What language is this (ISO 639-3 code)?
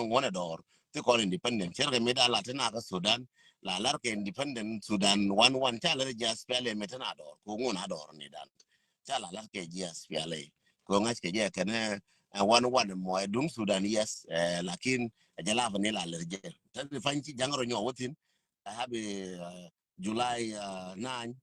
nus